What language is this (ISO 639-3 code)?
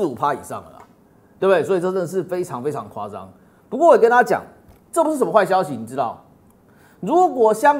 zho